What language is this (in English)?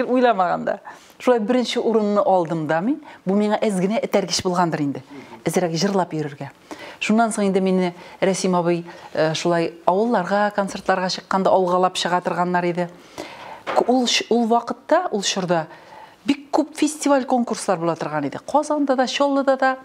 Tatar